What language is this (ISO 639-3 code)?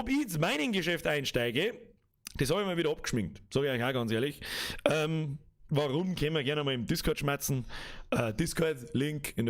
bar